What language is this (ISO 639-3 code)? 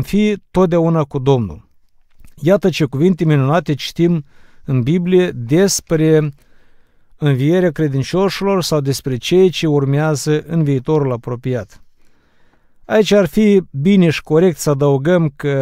ron